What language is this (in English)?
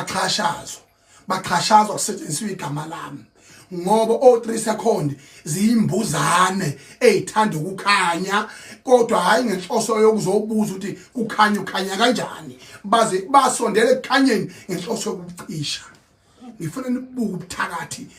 Zulu